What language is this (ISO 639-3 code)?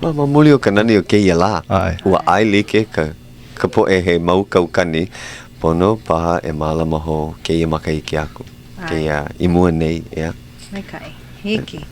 haw